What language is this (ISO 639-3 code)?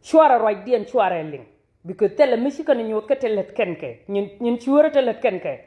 nus